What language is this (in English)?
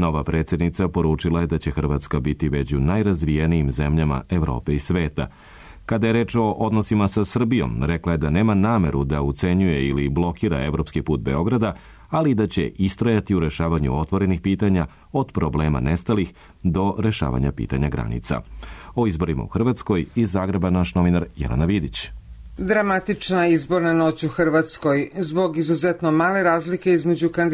Serbian